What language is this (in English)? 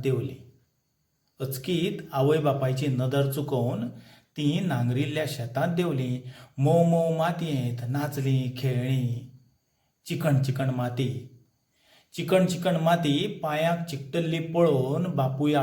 Konkani